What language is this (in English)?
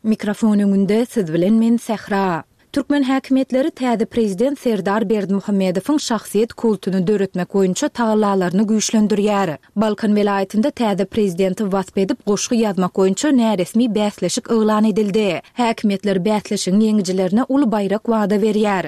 Turkmen